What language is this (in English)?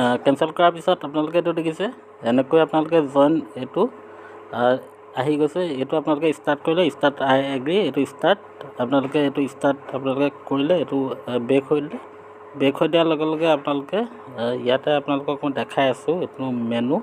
Assamese